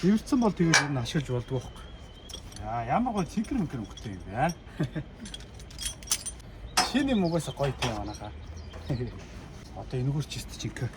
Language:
Mongolian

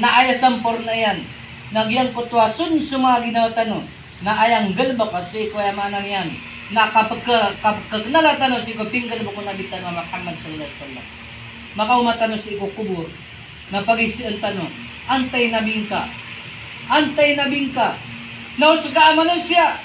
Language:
Maranao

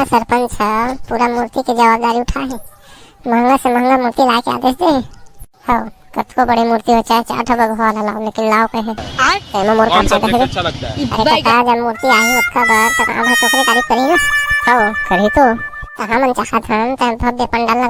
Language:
Chhattisgarhi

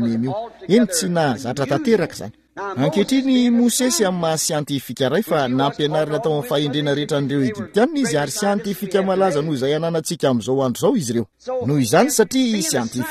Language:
Malagasy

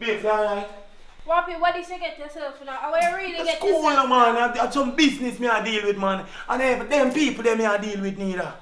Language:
Jamaican Creole English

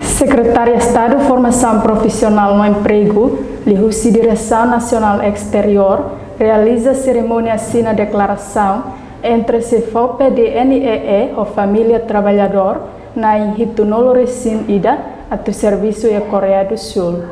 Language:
Tetum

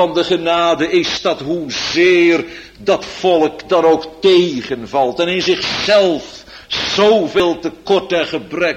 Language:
Dutch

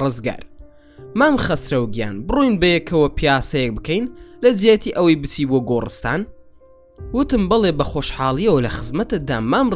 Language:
Central Kurdish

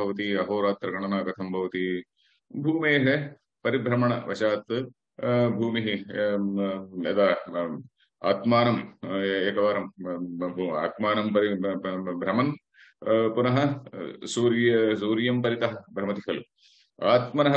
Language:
Sanskrit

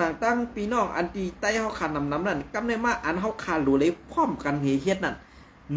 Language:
Shan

